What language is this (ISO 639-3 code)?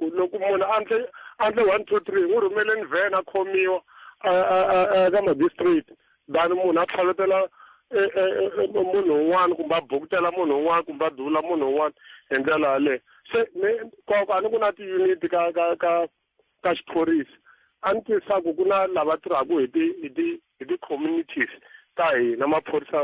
tso